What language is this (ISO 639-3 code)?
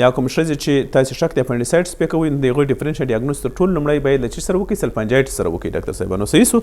pus